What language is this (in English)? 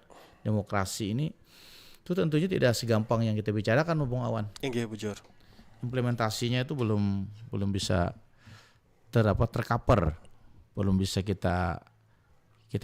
Banjar